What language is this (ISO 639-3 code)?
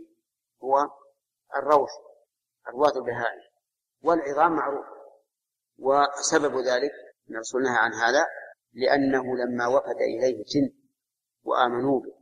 ara